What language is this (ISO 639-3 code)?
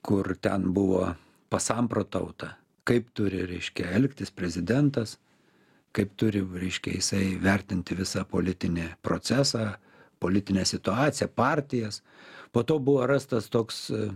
lit